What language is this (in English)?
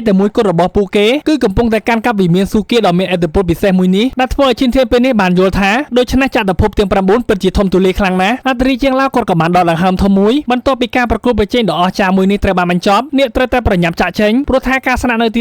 Khmer